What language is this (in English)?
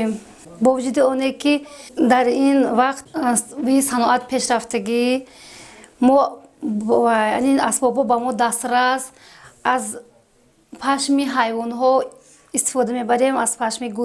Tajik